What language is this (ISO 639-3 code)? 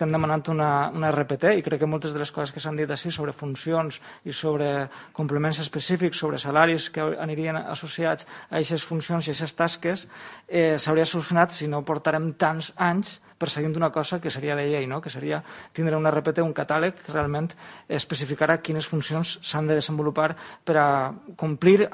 cat